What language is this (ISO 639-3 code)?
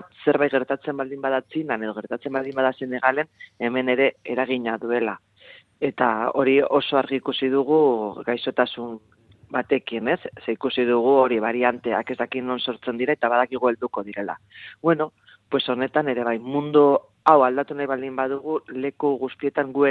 eus